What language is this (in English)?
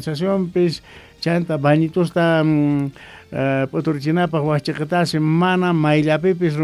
South Bolivian Quechua